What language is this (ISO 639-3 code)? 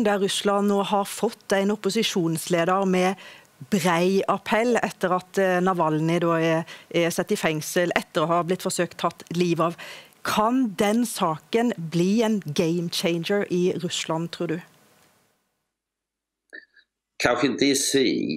swe